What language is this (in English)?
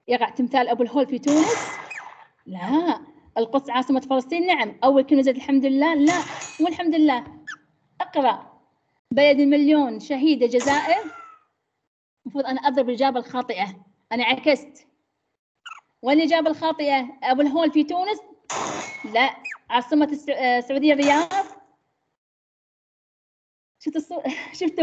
Arabic